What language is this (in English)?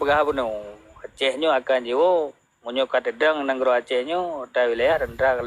Achinese